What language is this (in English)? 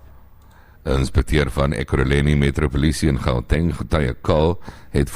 Afrikaans